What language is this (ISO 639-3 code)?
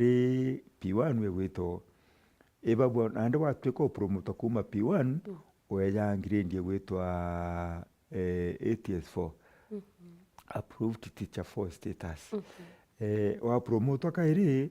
mer